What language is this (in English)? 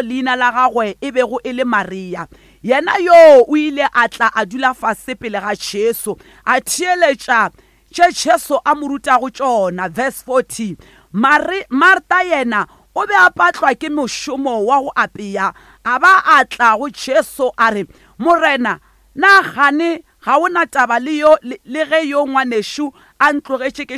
Northern Sotho